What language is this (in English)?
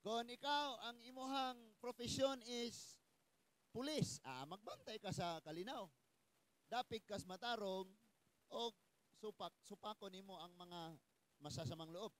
Cebuano